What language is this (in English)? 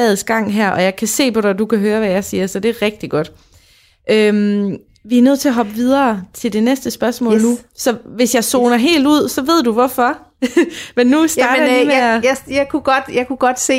Danish